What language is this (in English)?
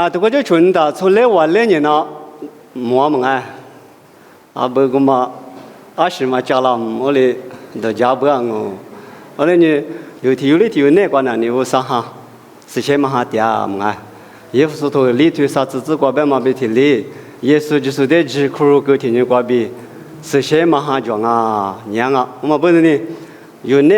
Lisu